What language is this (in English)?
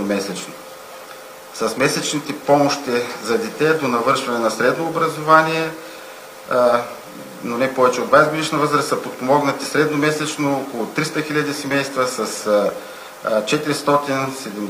Bulgarian